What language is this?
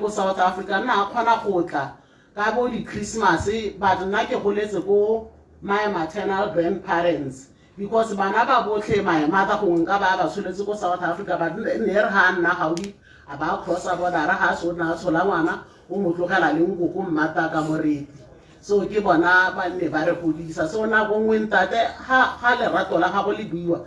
Tswana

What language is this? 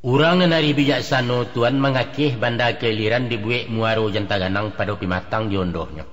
Minangkabau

